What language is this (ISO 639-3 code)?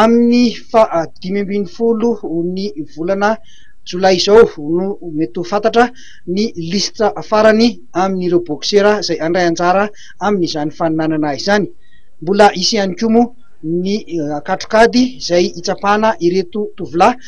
mlg